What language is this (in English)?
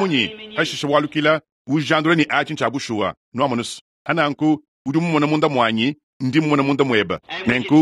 Luba-Lulua